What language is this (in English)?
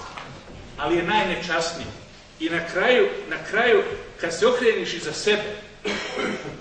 Bosnian